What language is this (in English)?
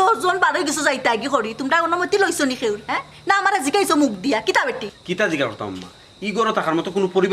Sylheti